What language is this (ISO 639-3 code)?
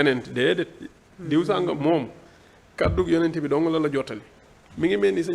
wol